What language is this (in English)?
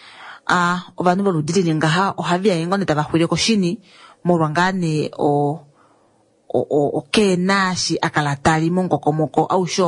Kuanyama